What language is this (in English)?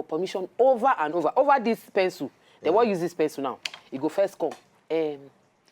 Nigerian Pidgin